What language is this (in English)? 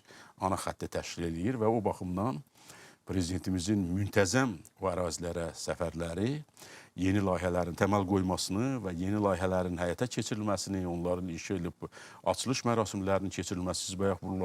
Azerbaijani